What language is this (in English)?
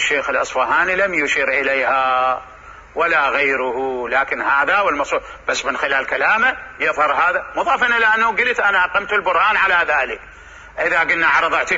Mesopotamian Arabic